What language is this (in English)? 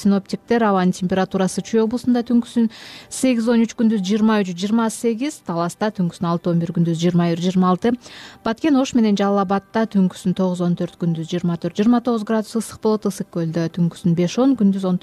Kyrgyz